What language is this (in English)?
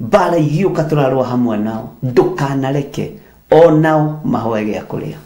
Kikuyu